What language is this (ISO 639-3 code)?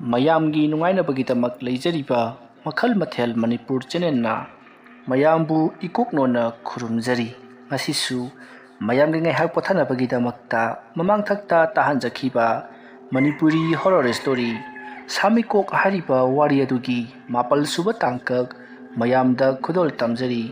mni